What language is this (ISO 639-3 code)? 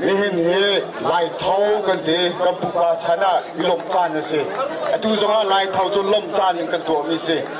cnh